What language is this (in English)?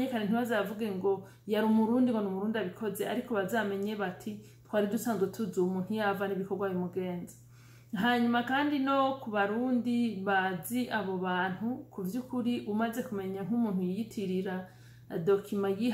Rundi